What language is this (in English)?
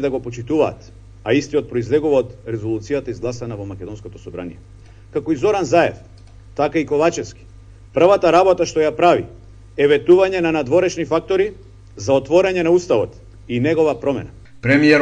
Macedonian